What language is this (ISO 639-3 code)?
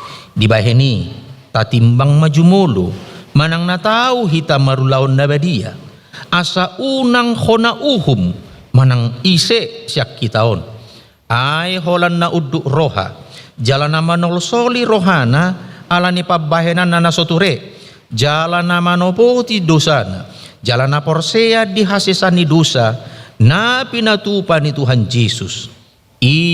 bbc